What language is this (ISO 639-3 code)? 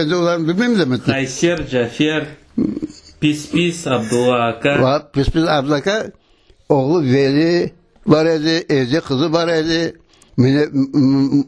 crh